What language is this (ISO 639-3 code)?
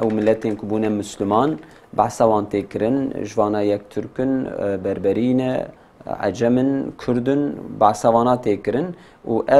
kur